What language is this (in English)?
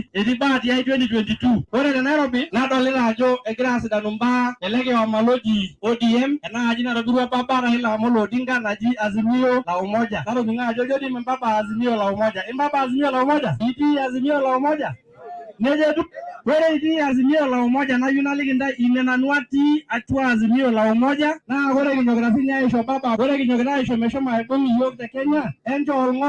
Masai